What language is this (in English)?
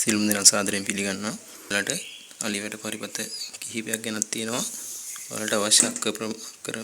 Sinhala